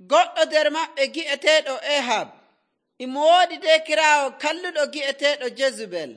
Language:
Nigerian Fulfulde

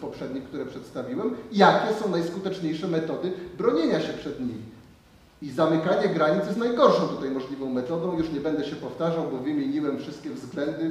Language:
Polish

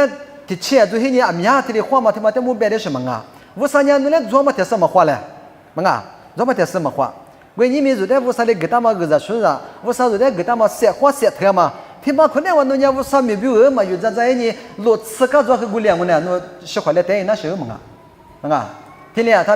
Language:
Lisu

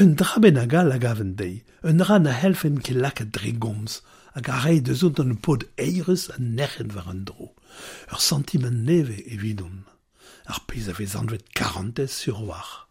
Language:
Breton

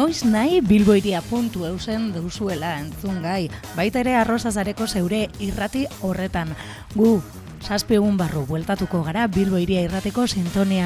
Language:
Basque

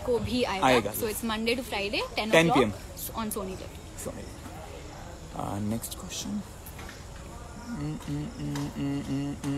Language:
Hindi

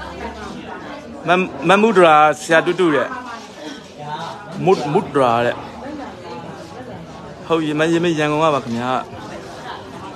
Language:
Burmese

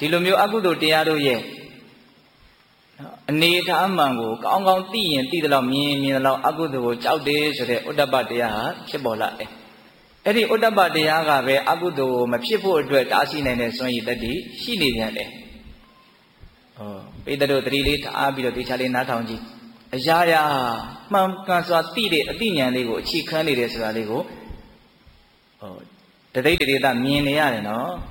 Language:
Burmese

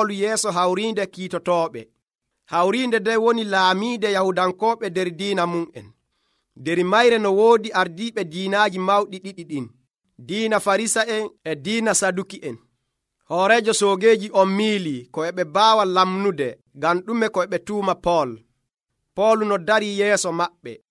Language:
Nigerian Fulfulde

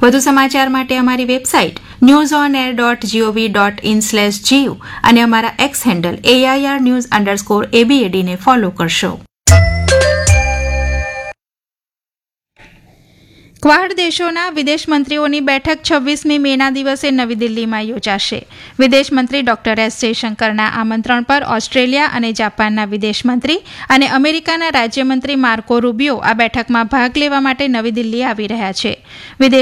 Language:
Gujarati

